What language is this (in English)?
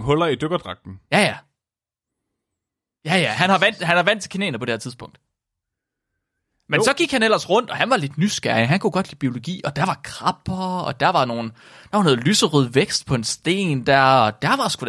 Danish